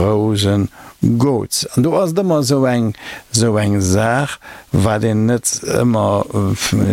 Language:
Luxembourgish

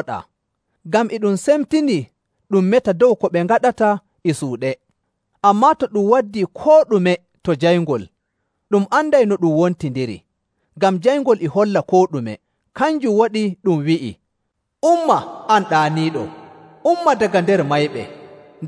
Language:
Nigerian Fulfulde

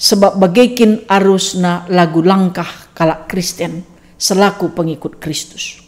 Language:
Batak Karo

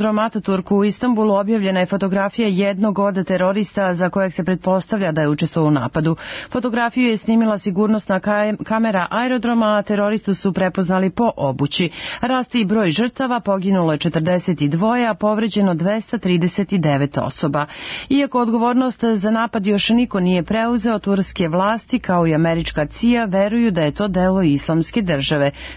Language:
Serbian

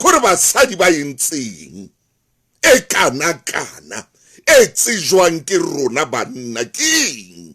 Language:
Southern Sotho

